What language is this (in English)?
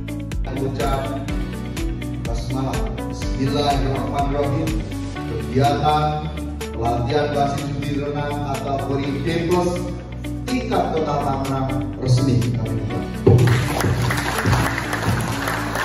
Indonesian